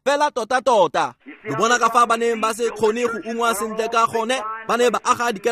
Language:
Tswana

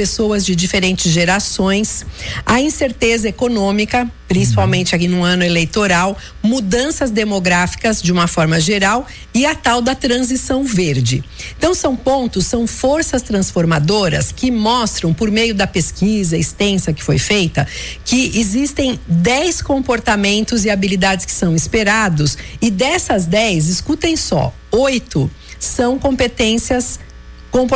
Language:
Portuguese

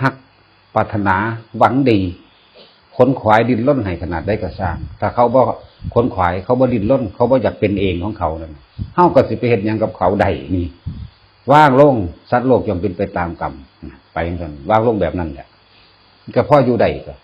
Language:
Northeastern Thai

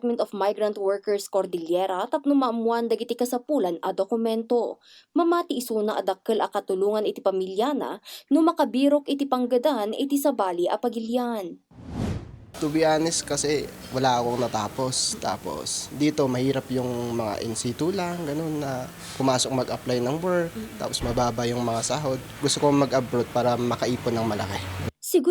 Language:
Iloko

